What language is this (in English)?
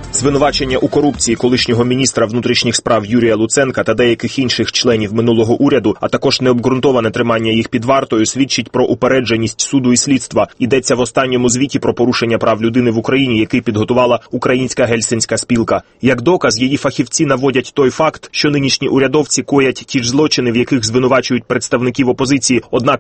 Ukrainian